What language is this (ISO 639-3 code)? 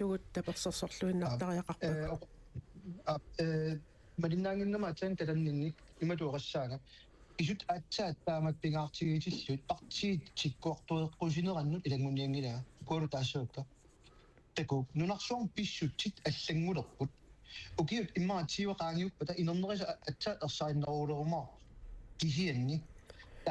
kal